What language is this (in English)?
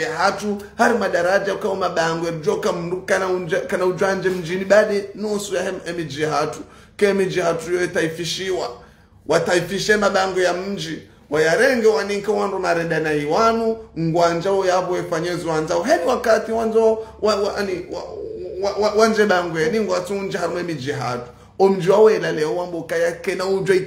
Ngazidja Comorian